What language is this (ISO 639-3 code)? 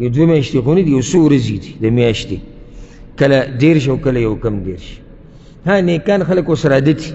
pus